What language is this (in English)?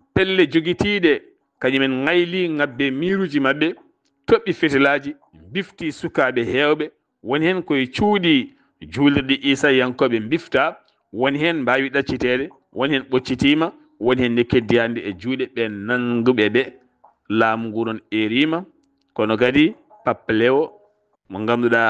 Fula